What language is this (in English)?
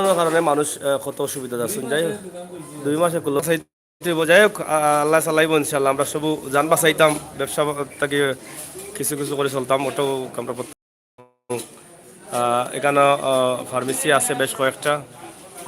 Sylheti